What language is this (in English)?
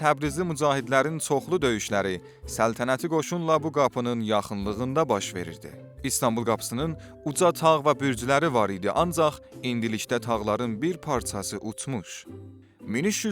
South Azerbaijani